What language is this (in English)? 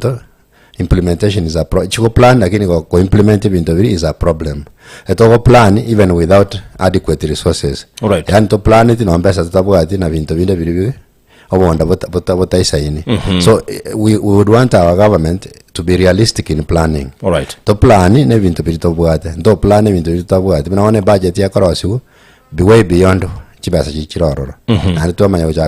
Gusii